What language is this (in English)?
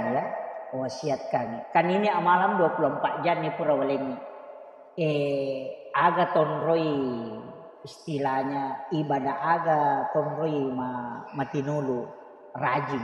Buginese